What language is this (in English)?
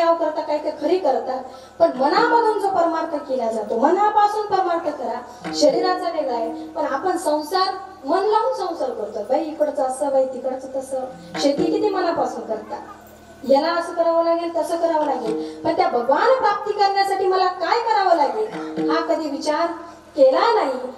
Marathi